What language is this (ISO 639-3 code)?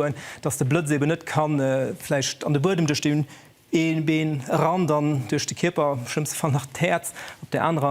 ltz